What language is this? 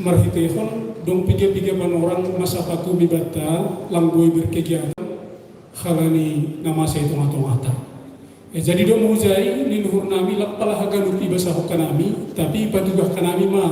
Batak Simalungun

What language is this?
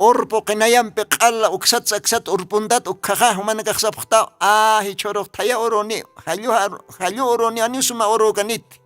Aymara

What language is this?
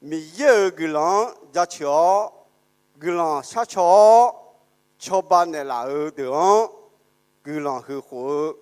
Akha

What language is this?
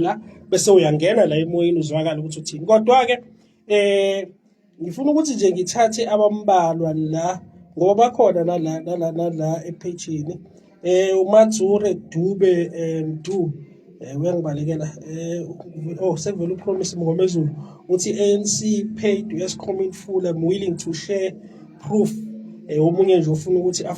Zulu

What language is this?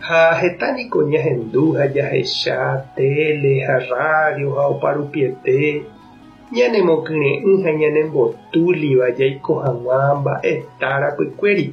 Guarani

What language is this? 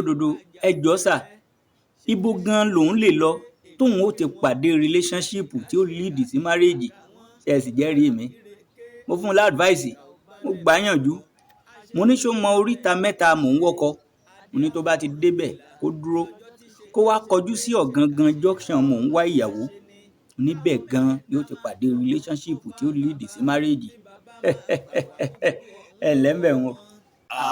Yoruba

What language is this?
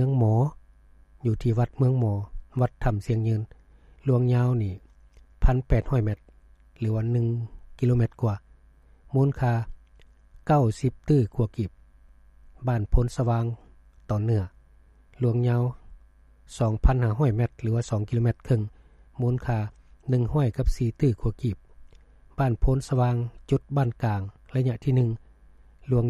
Lao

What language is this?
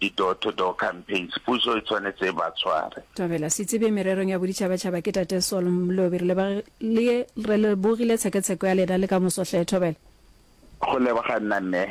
Northern Sotho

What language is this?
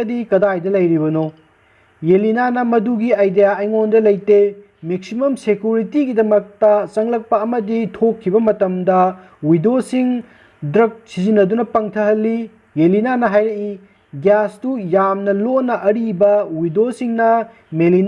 Manipuri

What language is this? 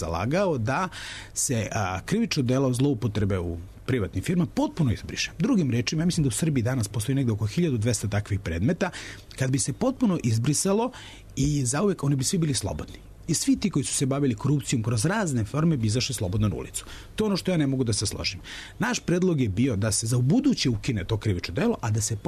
Serbian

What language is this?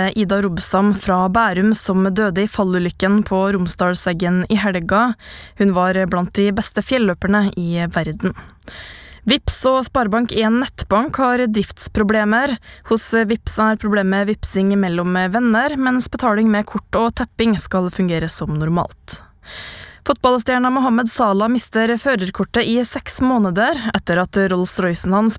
Norwegian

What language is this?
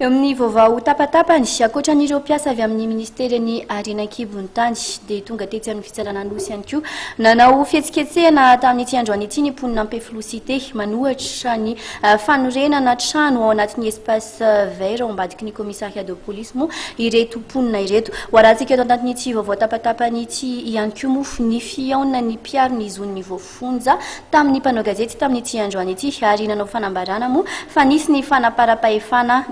Malagasy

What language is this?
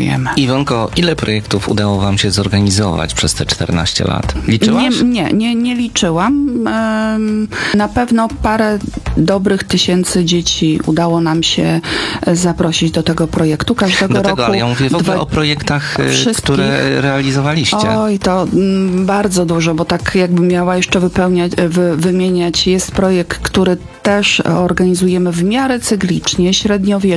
Polish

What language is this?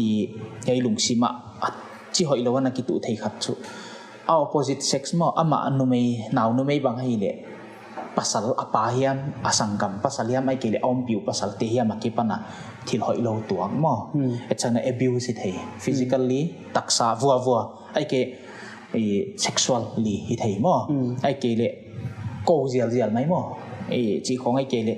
Paite Chin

